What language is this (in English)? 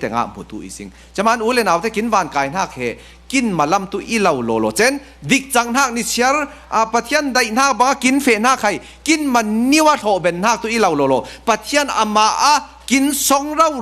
Falam Chin